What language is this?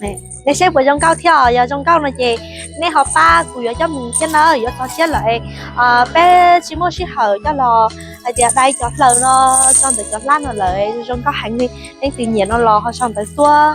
Hmong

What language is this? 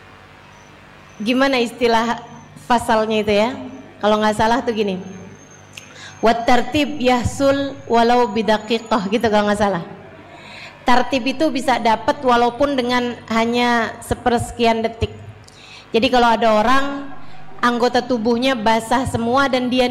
Indonesian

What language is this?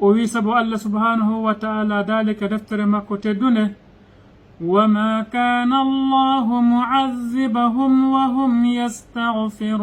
Fula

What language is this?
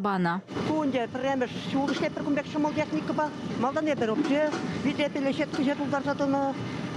Chuvash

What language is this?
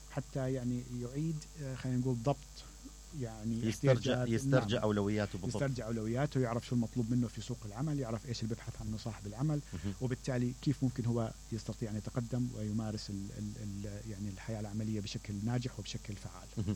Mesopotamian Arabic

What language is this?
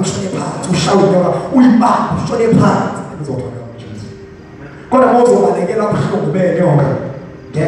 Zulu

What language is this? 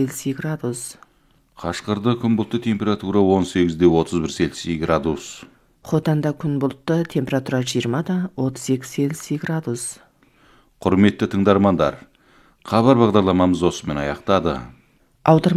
Kazakh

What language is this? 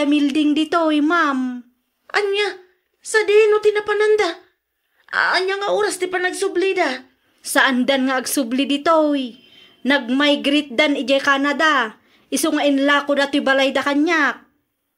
Iloko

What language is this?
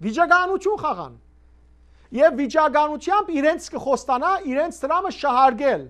Western Armenian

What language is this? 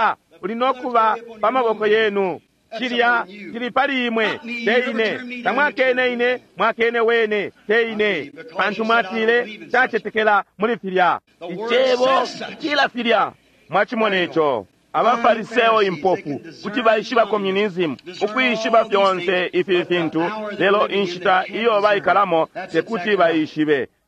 Bemba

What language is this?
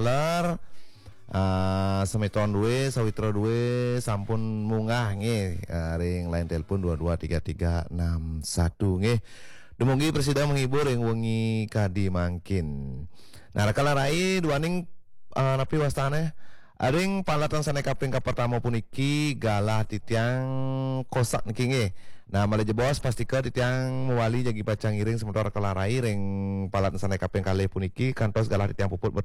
Balinese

